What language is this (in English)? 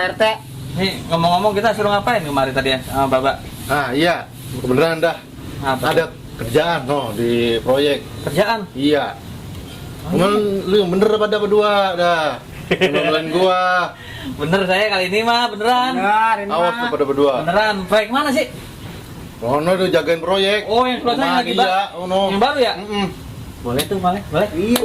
Betawi